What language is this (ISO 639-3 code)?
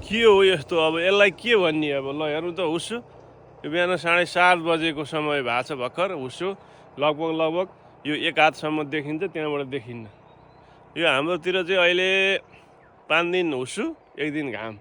nep